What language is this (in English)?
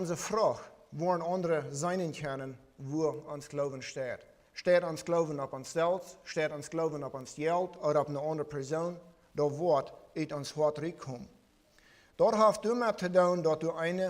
Plautdietsch